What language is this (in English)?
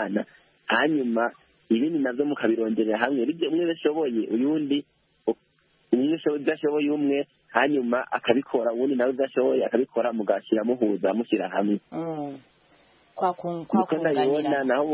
Kinyarwanda